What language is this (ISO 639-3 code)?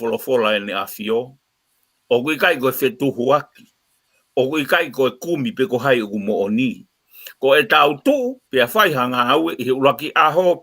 ton